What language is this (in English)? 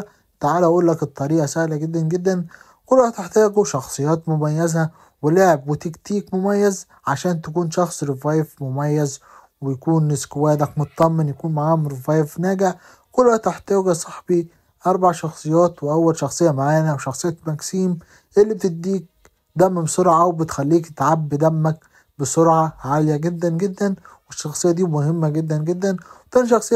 Egyptian Arabic